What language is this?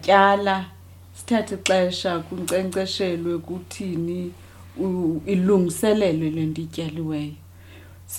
Xhosa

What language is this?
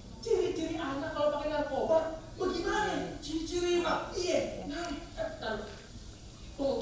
Betawi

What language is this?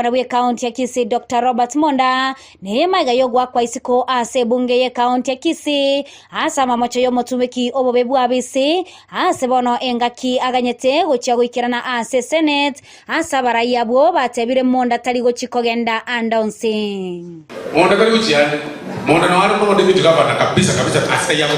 Gusii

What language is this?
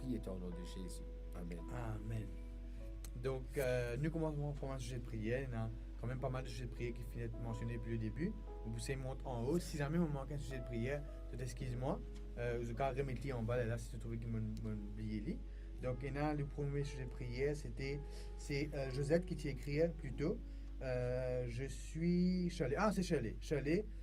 Morisyen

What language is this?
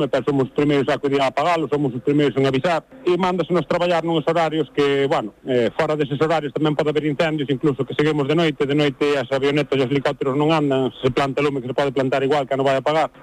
Galician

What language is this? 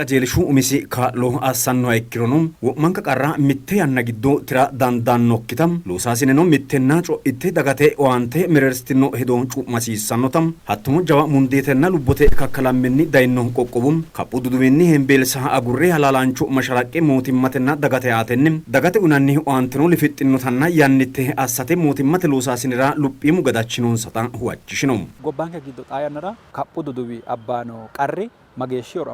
Sidamo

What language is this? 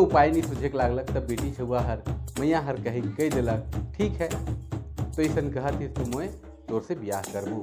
Sadri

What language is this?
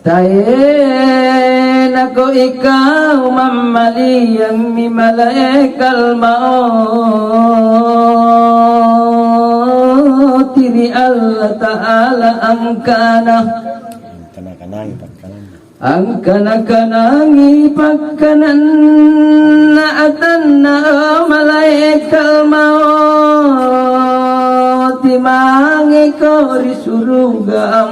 Makasar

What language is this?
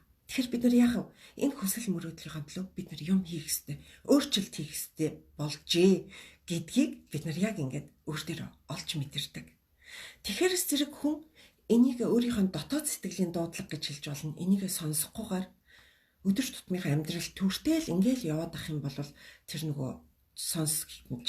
Mongolian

